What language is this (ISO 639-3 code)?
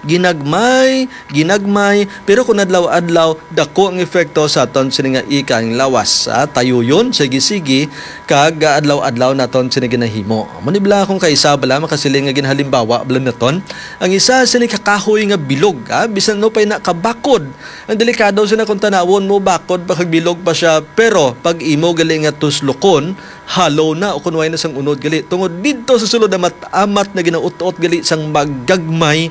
hil